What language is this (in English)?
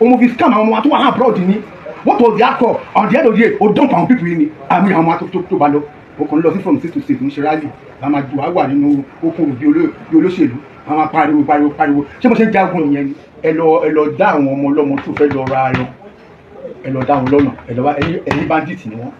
Yoruba